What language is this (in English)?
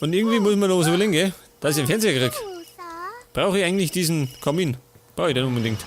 Bavarian